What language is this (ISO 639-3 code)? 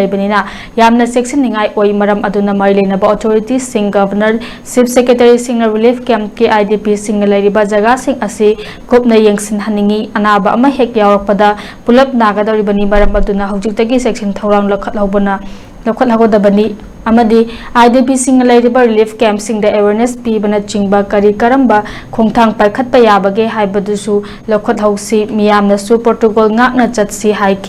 mni